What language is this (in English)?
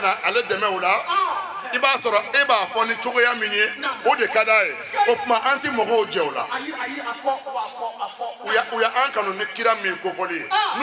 Bambara